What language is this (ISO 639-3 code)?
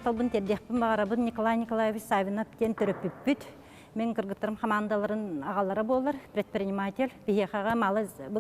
sah